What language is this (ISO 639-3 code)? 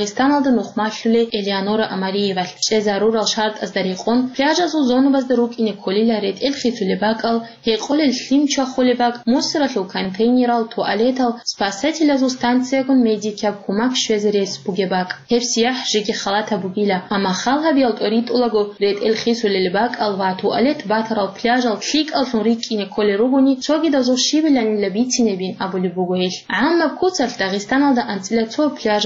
ava